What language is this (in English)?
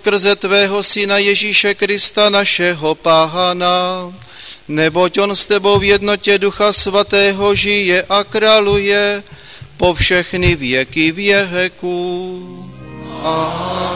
Czech